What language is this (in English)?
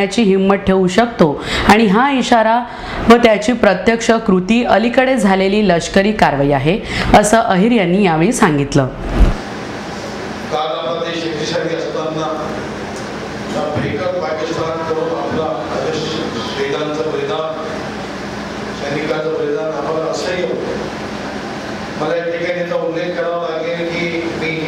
Marathi